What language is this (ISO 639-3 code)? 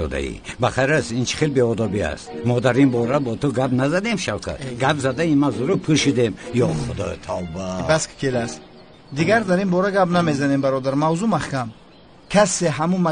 tgk